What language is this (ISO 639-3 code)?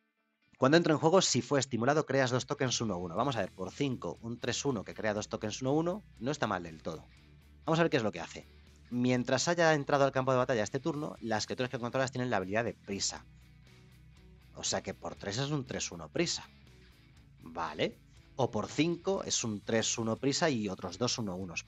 spa